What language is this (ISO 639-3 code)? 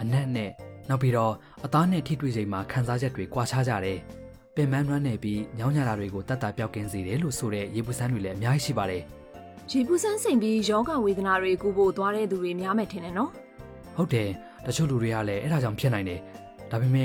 mya